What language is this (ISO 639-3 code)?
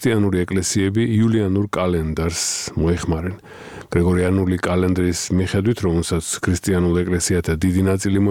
kat